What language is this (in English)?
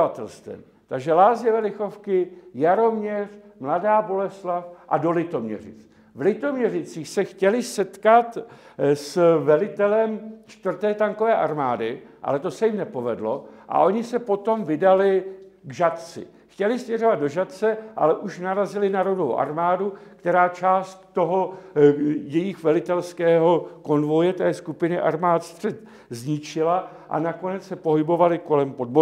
Czech